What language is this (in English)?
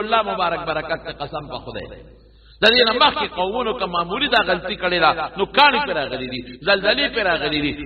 Pashto